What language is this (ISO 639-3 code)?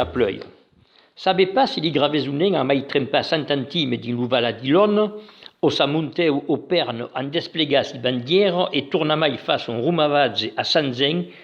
oci